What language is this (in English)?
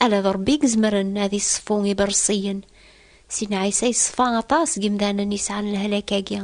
Kabyle